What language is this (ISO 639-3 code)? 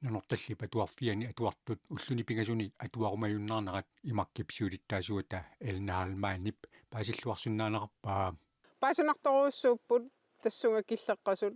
kal